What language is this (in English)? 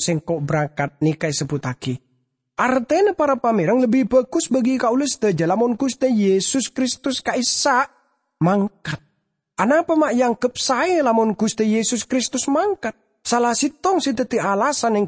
Madurese